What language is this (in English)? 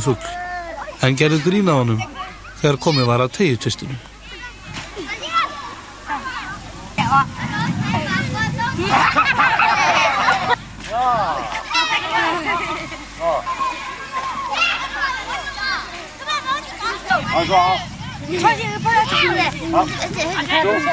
Icelandic